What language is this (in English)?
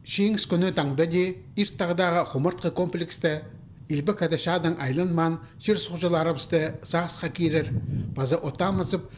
Khakas